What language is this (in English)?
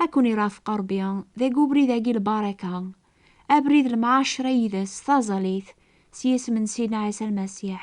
Kabyle